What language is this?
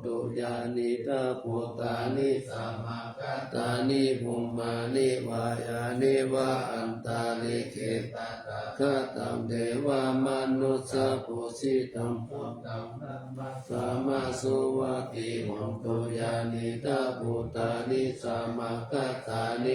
Pali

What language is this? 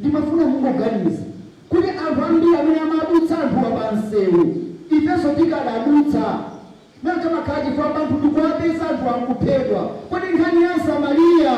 Nyanja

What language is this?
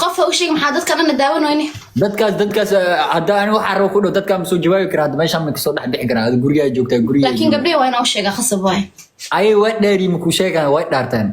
Somali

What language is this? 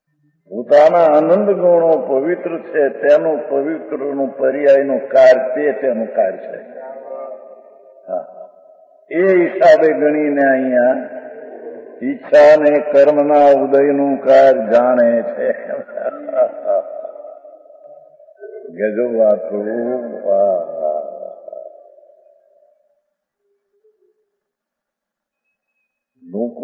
Gujarati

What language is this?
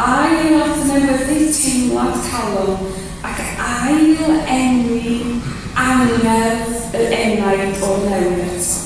Welsh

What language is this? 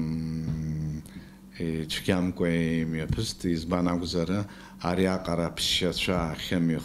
Abkhazian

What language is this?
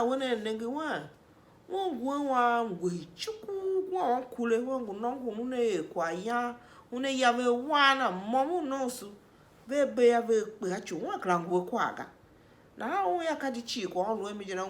Tiv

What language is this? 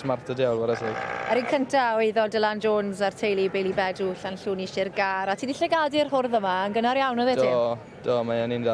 Welsh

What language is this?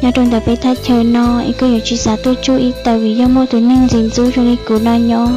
Hmong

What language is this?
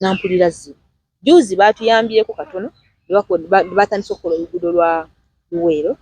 Ganda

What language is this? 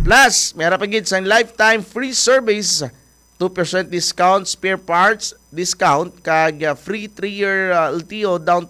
Hiligaynon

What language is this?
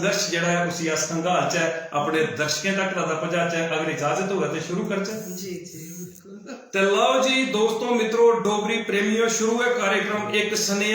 Dogri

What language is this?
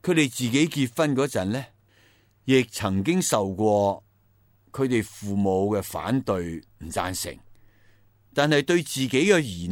Cantonese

